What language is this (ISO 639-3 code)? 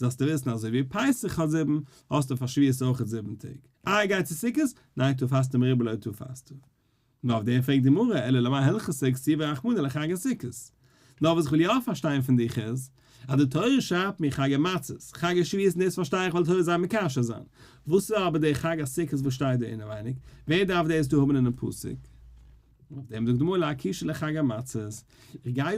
yid